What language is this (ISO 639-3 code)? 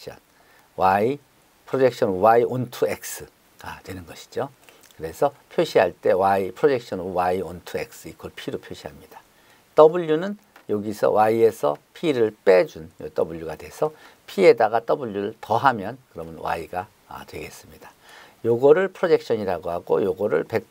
kor